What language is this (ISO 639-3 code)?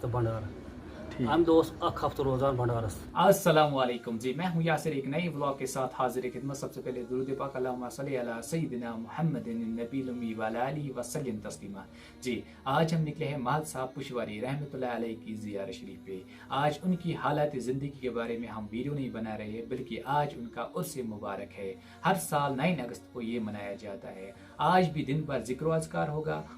kas